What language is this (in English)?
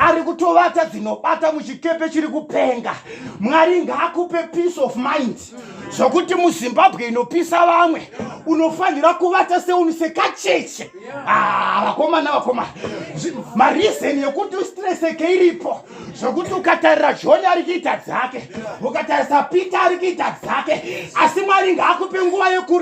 Shona